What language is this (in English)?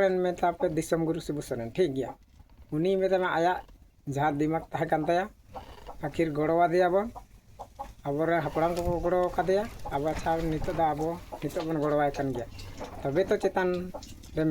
Santali